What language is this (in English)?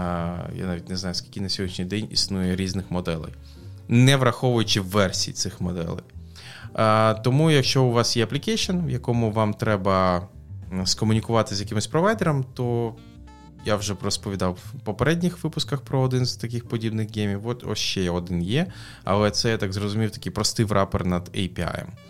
Ukrainian